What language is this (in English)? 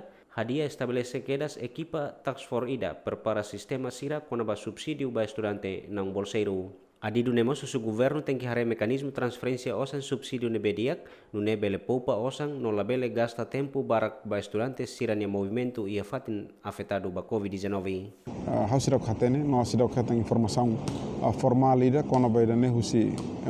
Tetum